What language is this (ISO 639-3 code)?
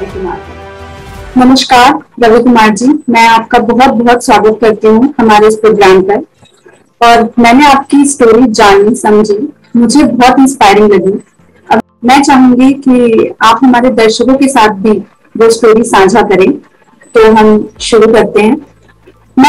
hin